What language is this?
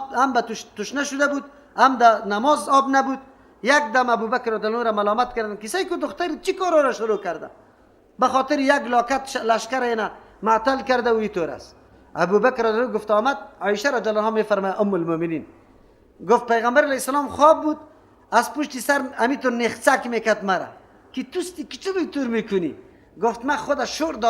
Persian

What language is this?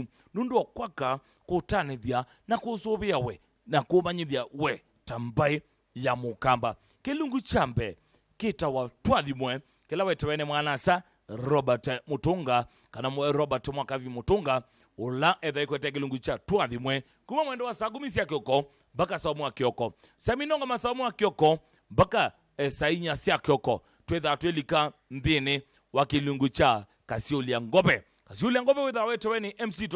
Kamba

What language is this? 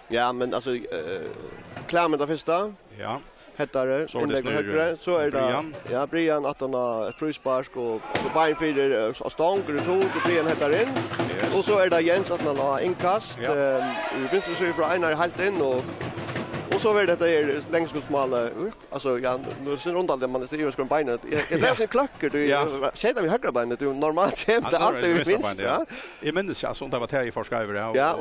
Faroese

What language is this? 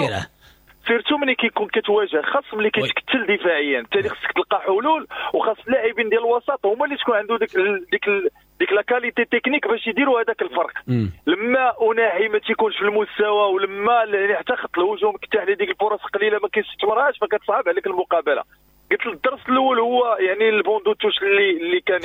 Moroccan Arabic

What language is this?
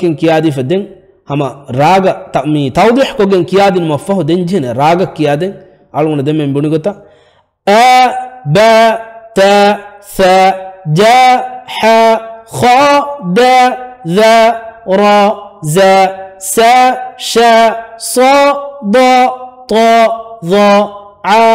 Divehi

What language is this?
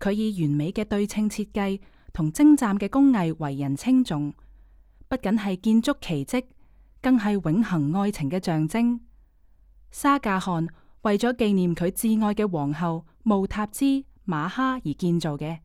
Cantonese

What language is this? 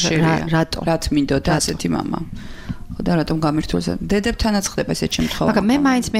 Georgian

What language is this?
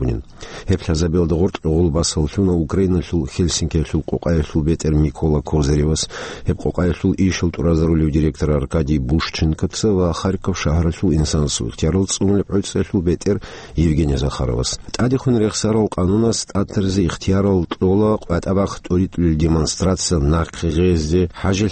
Avaric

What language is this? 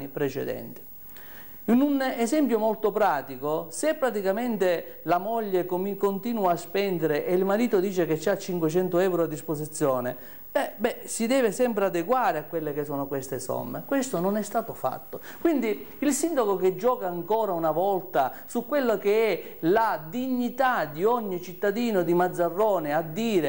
Italian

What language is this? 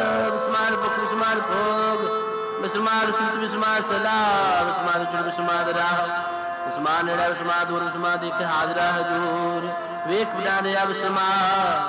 Punjabi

